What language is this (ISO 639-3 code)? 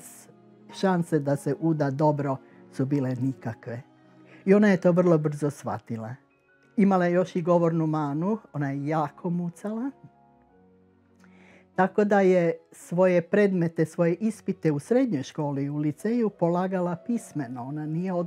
hrv